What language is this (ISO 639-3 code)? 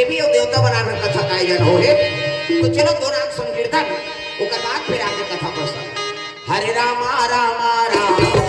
hne